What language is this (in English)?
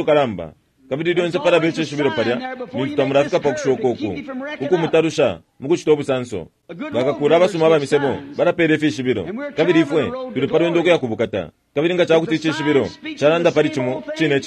Bemba